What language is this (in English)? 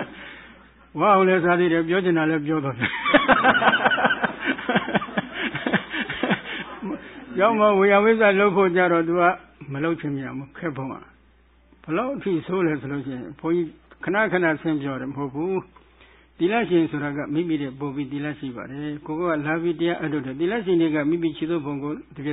Burmese